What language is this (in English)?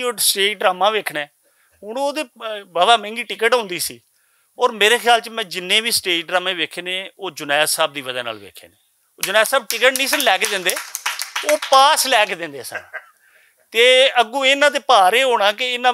Western Panjabi